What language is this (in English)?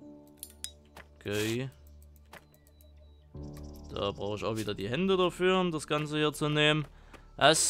German